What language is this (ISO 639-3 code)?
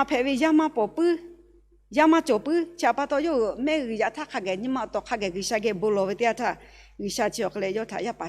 lhu